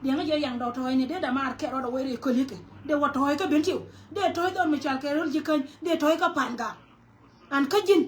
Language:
Nuer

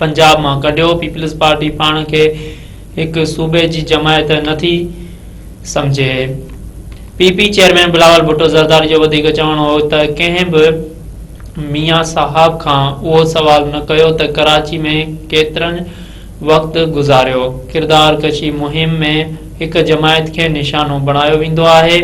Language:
Sindhi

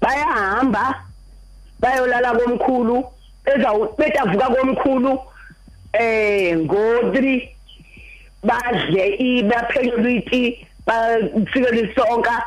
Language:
Xhosa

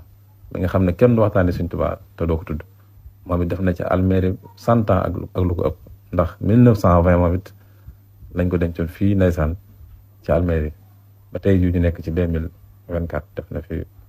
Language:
Wolof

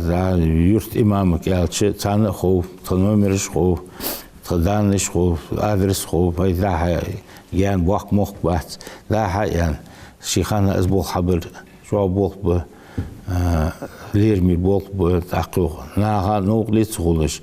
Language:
Ingush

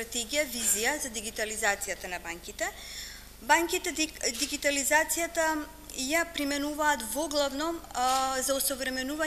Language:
Macedonian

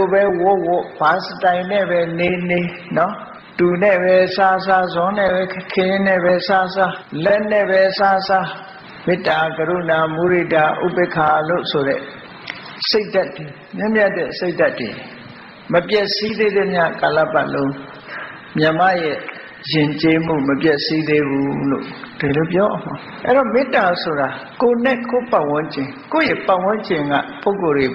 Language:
Burmese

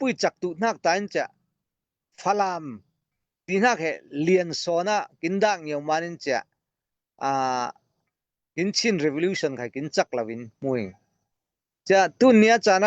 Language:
Falam Chin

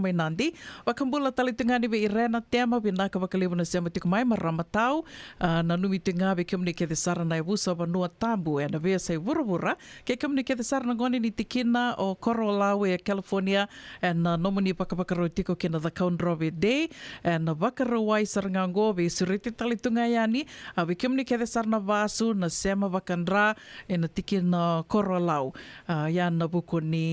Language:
Fijian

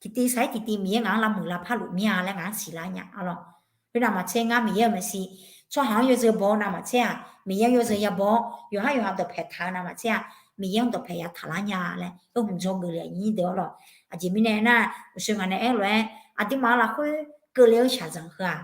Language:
Akha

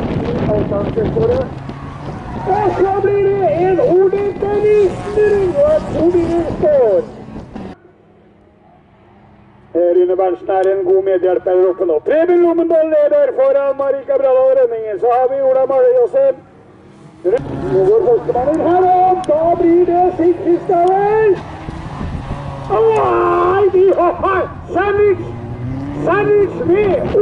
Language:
Norwegian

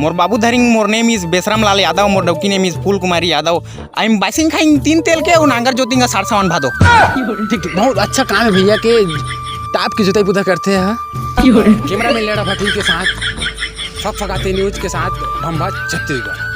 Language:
Chhattisgarhi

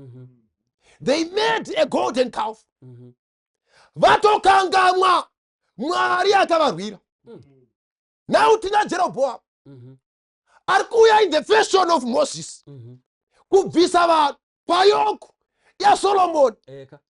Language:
Shona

